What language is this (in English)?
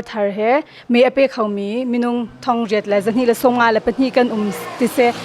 Hakha Chin